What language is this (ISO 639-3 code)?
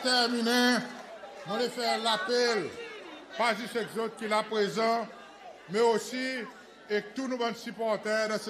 crs